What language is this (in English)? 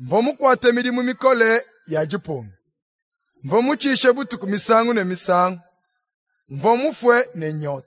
Luba-Lulua